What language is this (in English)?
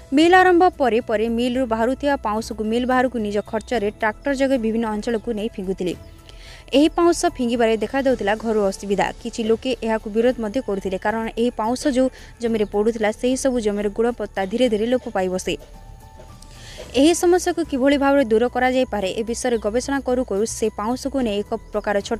Odia